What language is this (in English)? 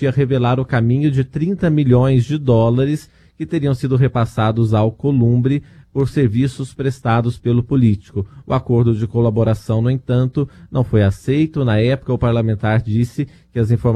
Portuguese